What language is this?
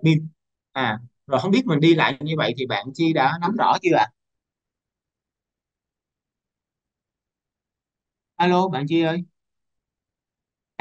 Vietnamese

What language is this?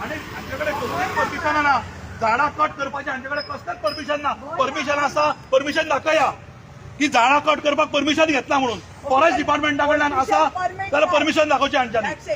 Konkani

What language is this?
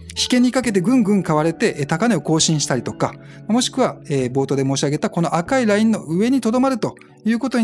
Japanese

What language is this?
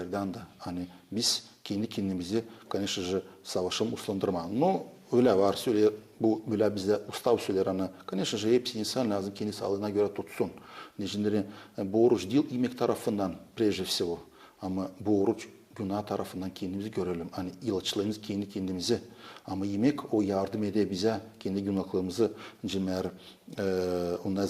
Gagauz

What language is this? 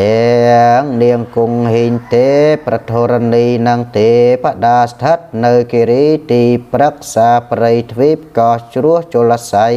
Khmer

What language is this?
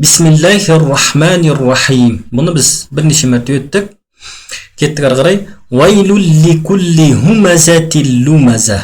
Kazakh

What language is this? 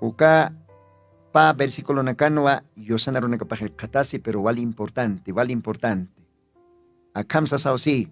Aymara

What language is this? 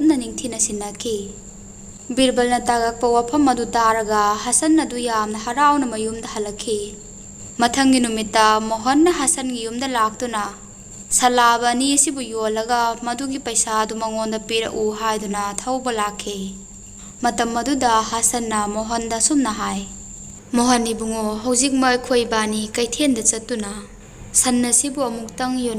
Manipuri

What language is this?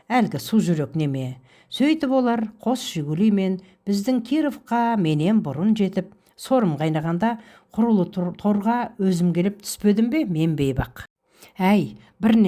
Kazakh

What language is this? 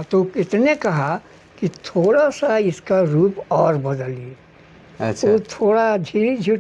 Sadri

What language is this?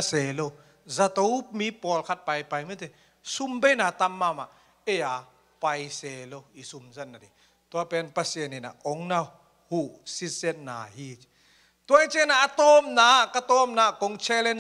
Tedim Chin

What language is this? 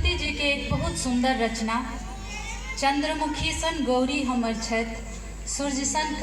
Maithili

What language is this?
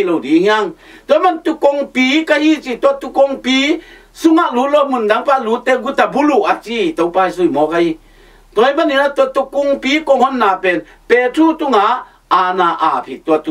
Tedim Chin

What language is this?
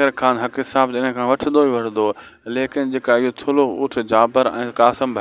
Sindhi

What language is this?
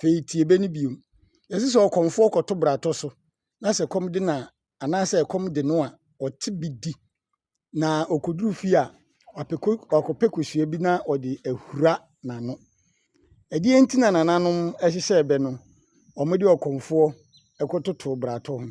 Akan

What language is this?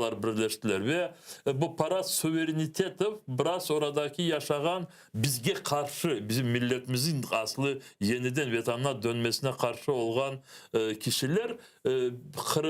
Crimean Tatar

